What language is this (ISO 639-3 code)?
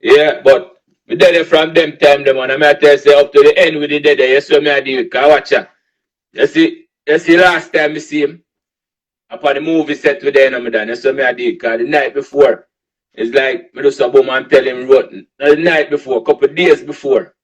jam